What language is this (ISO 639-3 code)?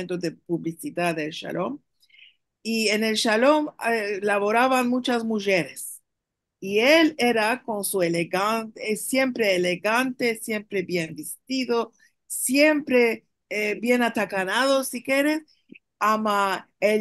lad